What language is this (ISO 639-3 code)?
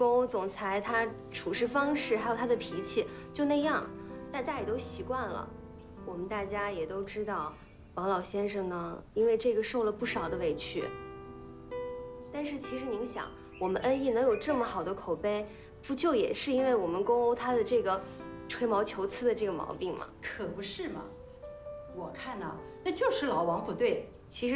zho